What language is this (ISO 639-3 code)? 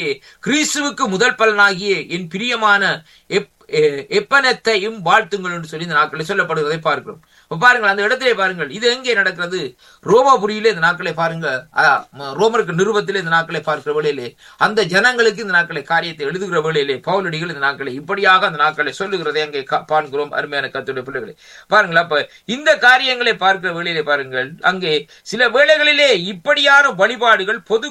tam